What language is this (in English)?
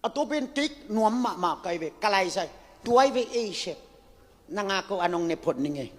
Tedim Chin